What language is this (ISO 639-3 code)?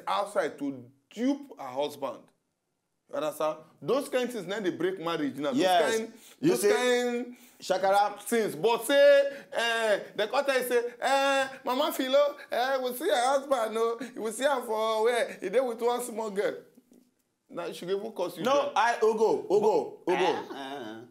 pcm